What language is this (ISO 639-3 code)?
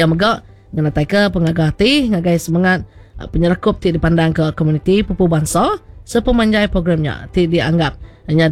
iba